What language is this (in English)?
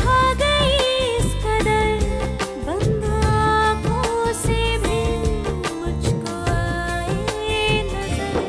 Hindi